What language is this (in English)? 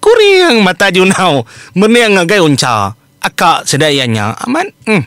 Iban